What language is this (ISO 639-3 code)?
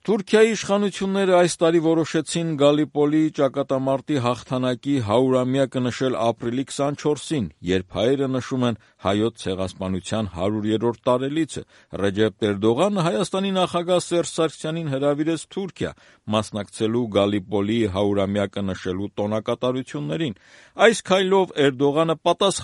hye